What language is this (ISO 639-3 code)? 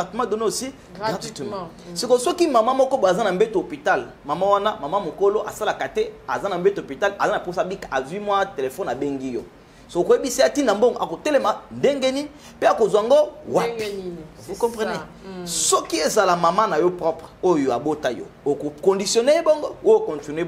lin